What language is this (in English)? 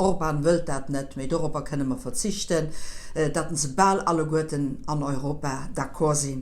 Luxembourgish